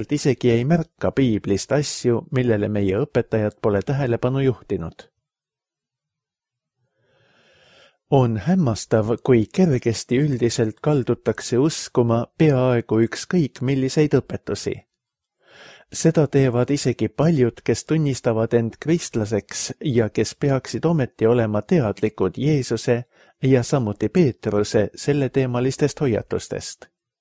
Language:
Estonian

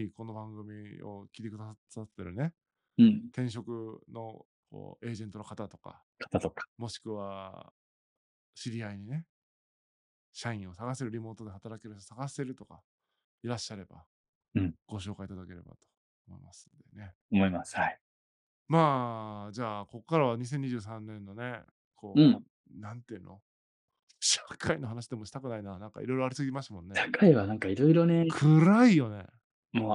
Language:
Japanese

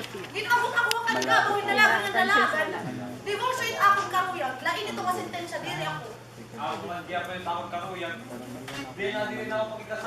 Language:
Waray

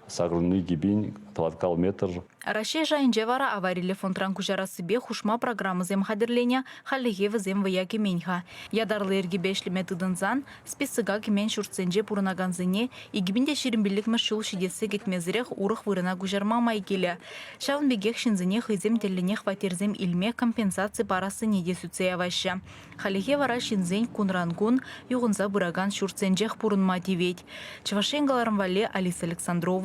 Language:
Chuvash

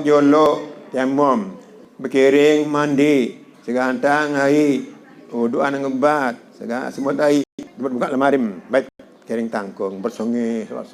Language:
Sasak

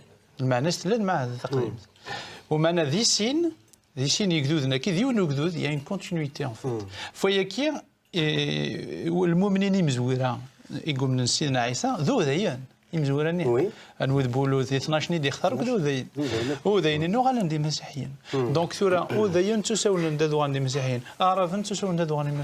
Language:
Kabyle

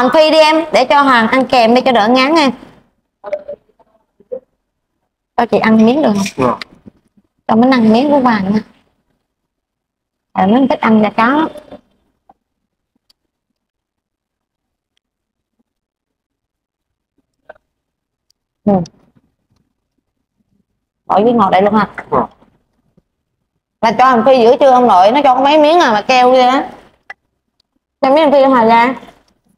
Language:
Vietnamese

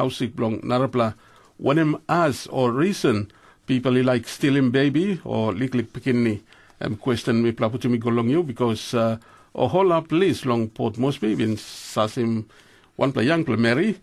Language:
Tok Pisin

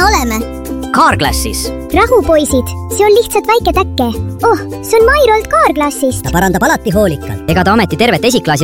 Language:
Estonian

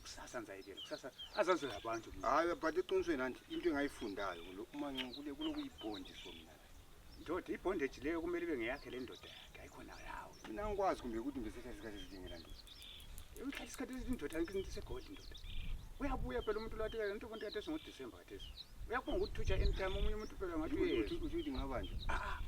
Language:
North Ndebele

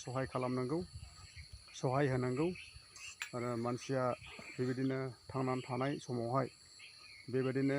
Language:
Bodo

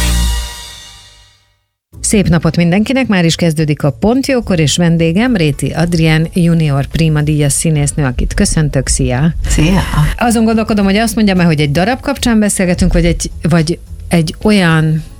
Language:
Hungarian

